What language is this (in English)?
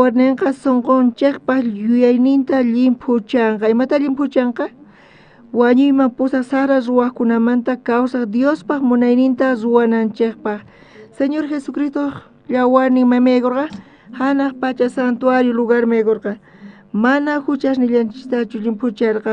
South Bolivian Quechua